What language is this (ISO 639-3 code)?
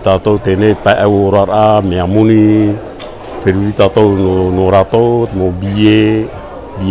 tah